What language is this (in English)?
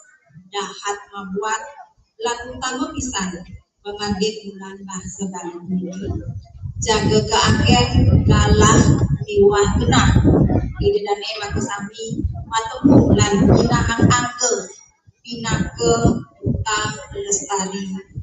Balinese